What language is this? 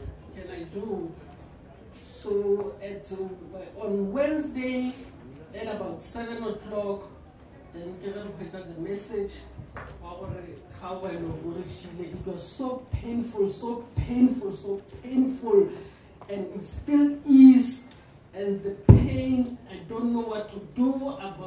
Northern Sotho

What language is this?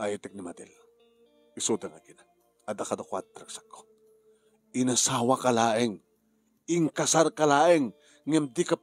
Iloko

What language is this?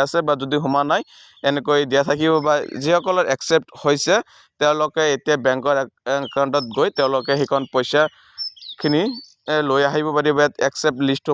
Assamese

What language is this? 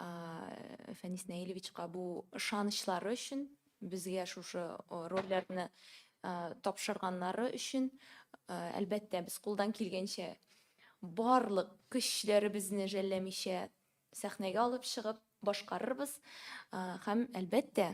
Tatar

